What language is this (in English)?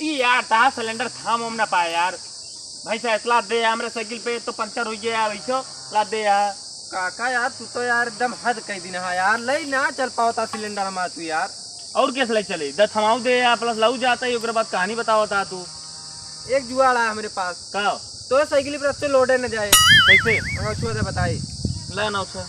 Awadhi